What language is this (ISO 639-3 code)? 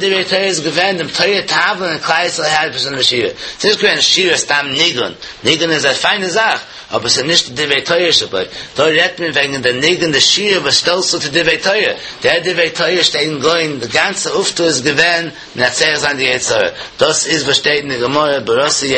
yid